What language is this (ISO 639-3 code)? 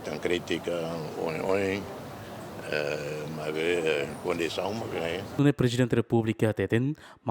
tet